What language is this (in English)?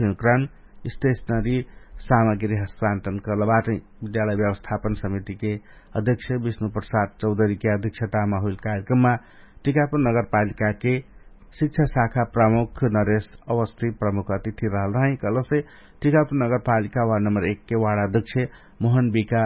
Dangaura Tharu